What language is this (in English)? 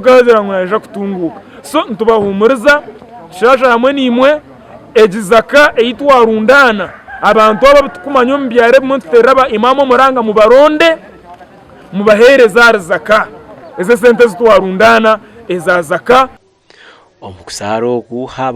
Nyankole